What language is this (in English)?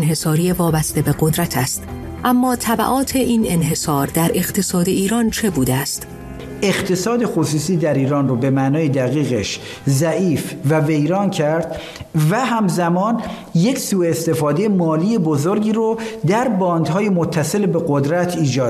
Persian